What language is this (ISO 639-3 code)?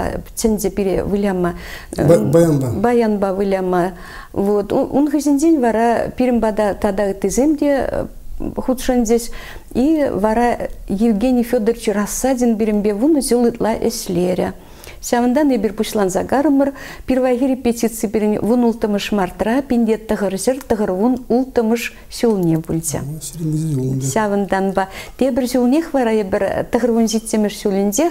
chv